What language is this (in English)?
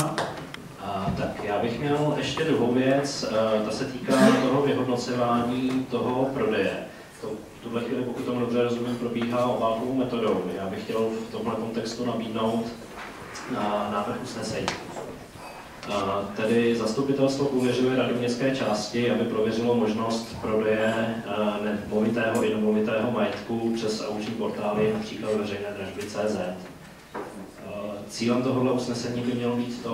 Czech